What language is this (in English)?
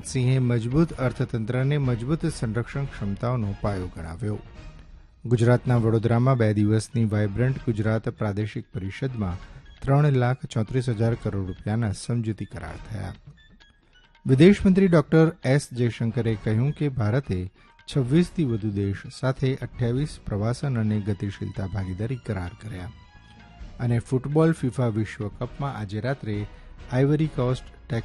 Gujarati